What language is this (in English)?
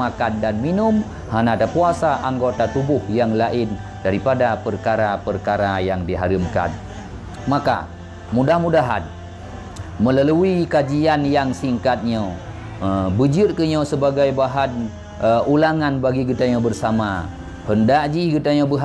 Achinese